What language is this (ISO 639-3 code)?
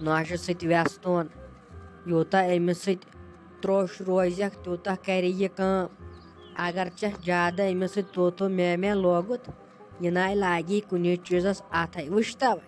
kas